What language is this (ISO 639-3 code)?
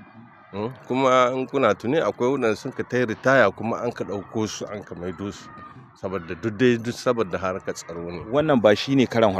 hau